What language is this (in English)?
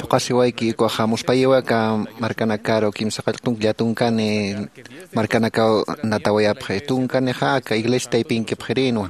Aymara